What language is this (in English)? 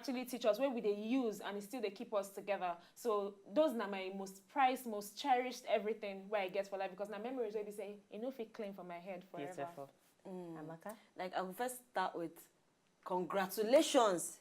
Nigerian Pidgin